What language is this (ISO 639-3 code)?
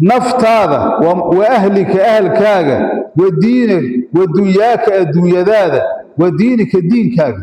som